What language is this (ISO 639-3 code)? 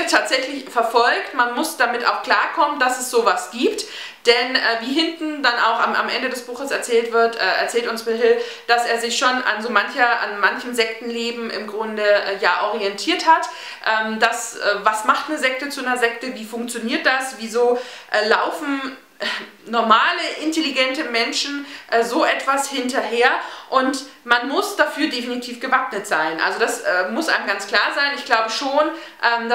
deu